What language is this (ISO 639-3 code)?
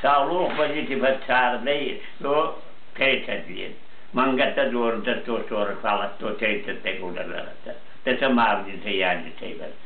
oss